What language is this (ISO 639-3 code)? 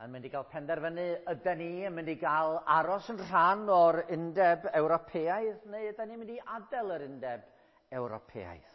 cym